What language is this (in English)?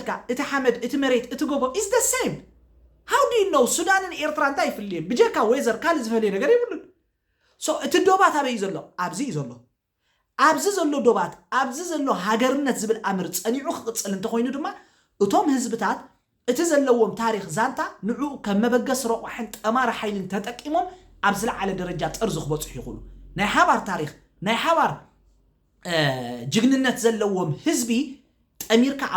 Tigrinya